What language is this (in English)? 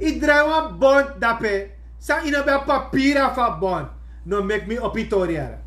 Sranan Tongo